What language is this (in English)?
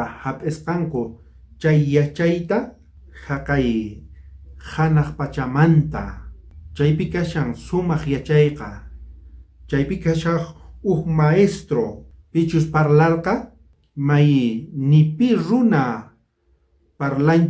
South Bolivian Quechua